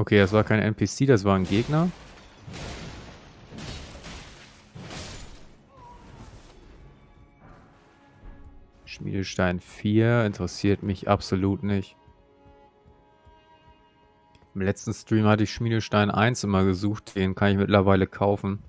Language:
German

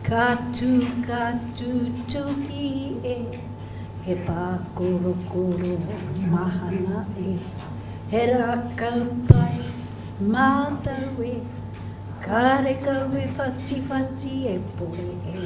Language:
Māori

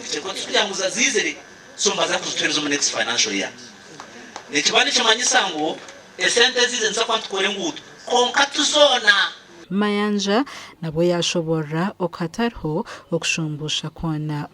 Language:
Nyankole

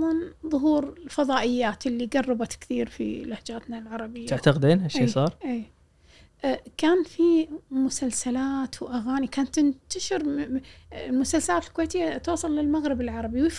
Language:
Gulf Arabic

